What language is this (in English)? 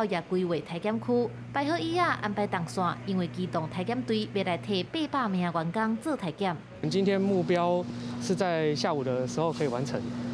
Min Nan Chinese